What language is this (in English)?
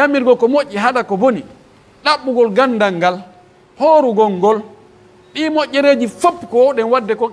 Pular